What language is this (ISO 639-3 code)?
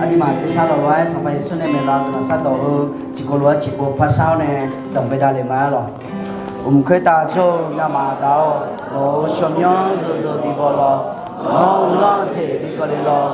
ahk